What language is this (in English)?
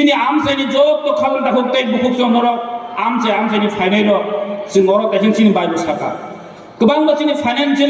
Kok Borok